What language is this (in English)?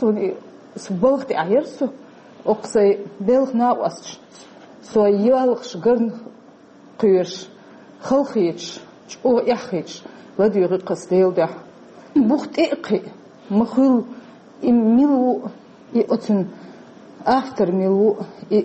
Chechen